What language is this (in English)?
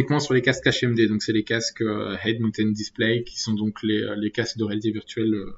French